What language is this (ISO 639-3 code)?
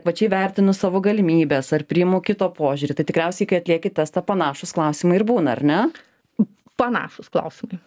lit